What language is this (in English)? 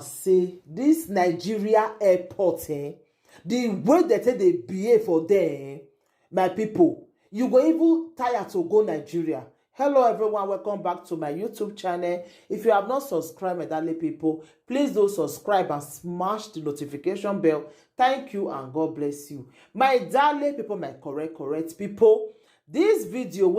Nigerian Pidgin